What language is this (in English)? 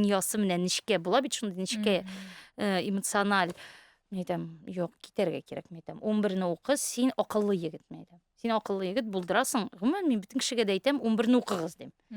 Tatar